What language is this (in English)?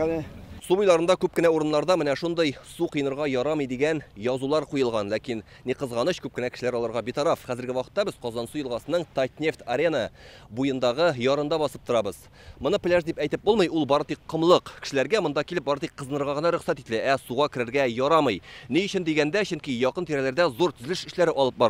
Tatar